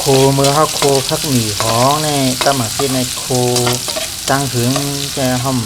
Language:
Shan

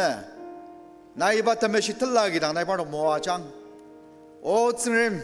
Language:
Ao Naga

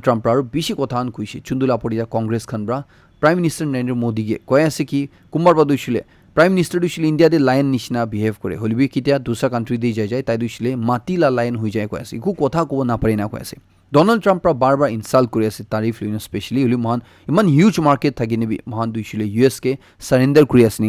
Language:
Naga Pidgin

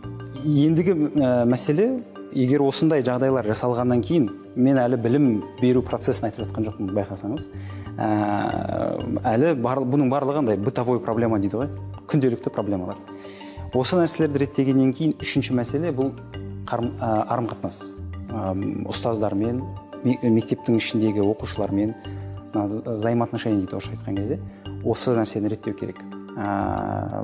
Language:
Kazakh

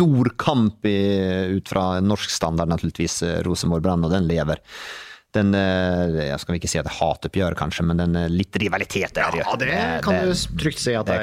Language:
Norwegian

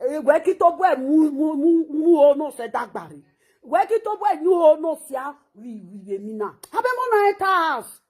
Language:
Nigerian Pidgin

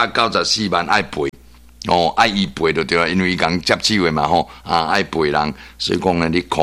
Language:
Min Nan Chinese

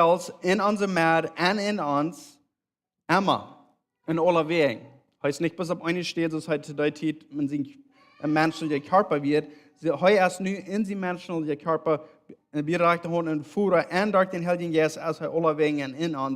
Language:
Plautdietsch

